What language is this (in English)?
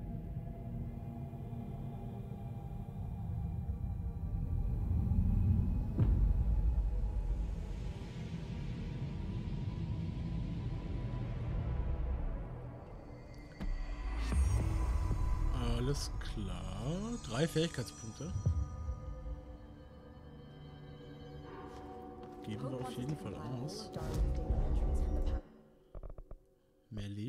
German